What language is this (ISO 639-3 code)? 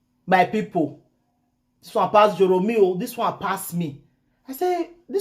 pcm